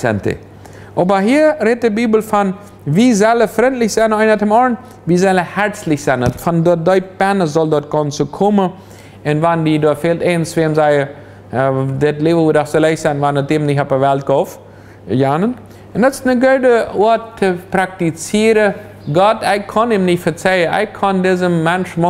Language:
Plautdietsch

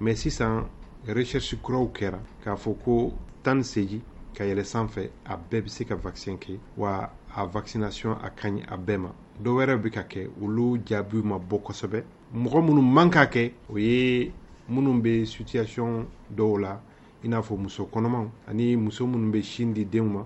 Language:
Bambara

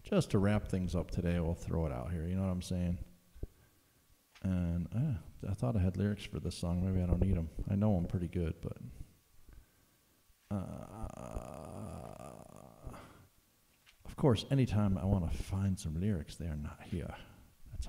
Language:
English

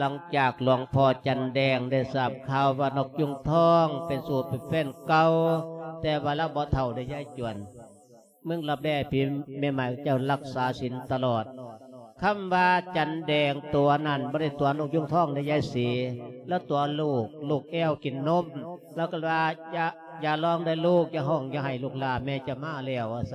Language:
Lao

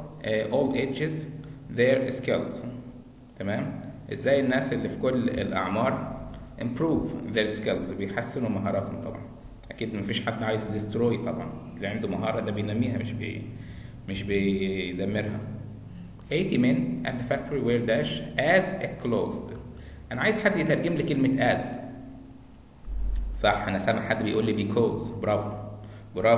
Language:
Egyptian Arabic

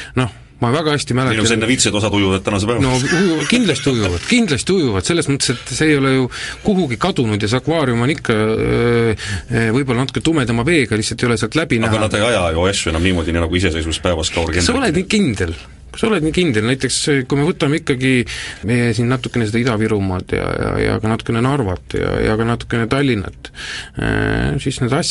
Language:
Estonian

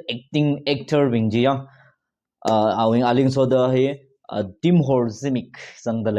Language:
Tangkhul Naga (India)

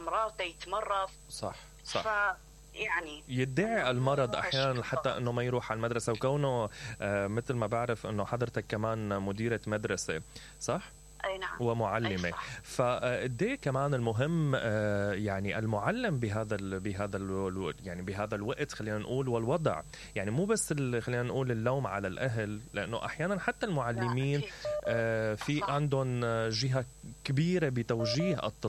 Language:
Mesopotamian Arabic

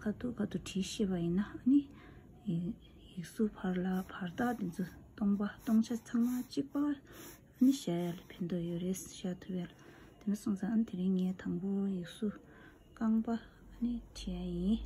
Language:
Tibetan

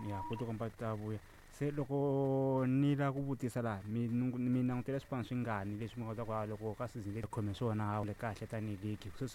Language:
Tsonga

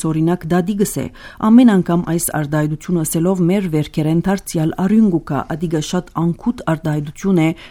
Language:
Armenian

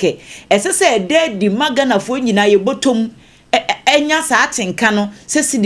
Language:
Akan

